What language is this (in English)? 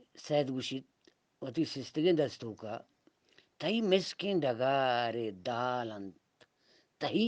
Eastern Balochi